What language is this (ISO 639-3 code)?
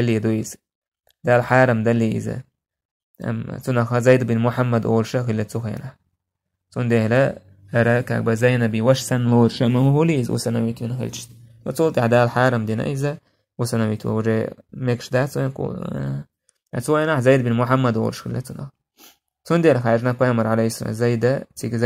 che